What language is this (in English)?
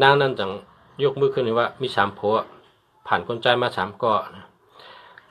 Shan